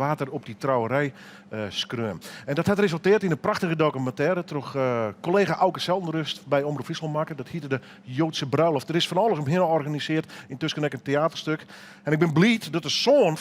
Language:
Western Frisian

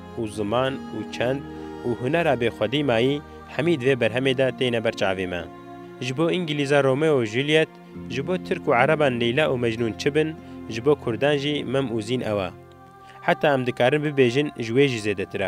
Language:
Kurdish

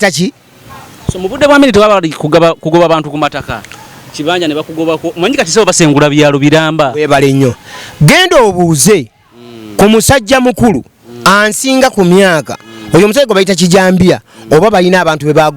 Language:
Ganda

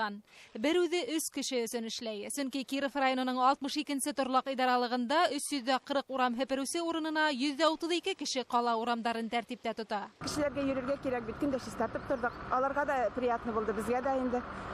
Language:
Bashkir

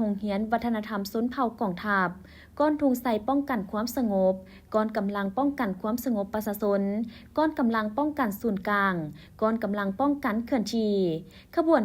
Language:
Lao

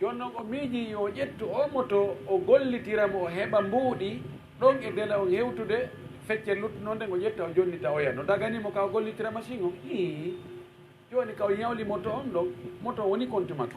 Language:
Fula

